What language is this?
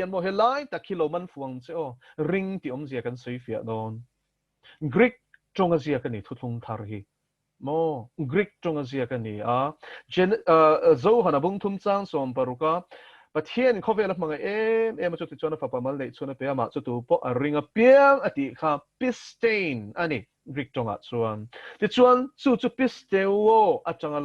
Mizo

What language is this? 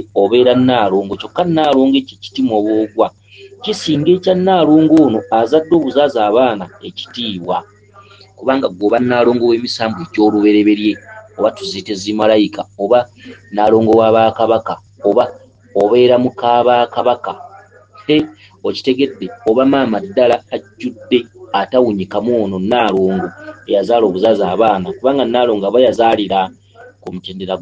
Ganda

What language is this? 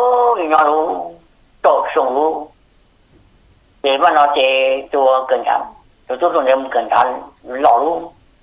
Vietnamese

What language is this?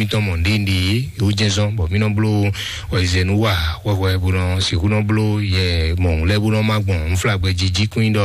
Fon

